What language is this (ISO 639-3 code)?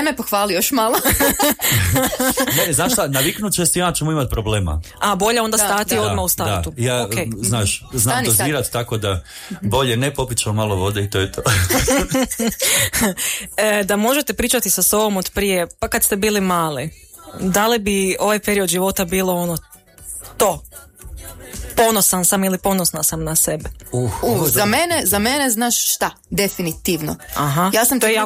hrv